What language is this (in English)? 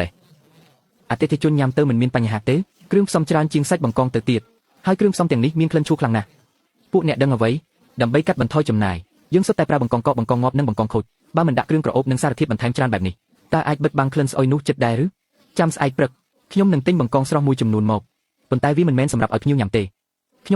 Khmer